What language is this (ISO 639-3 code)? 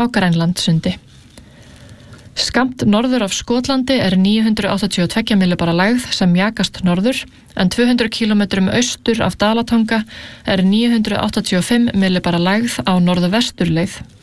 isl